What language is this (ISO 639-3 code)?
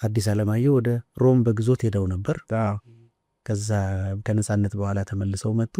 amh